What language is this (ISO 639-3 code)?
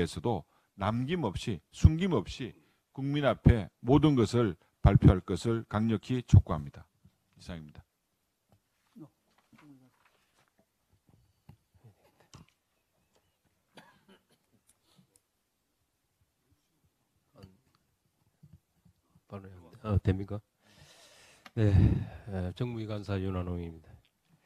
kor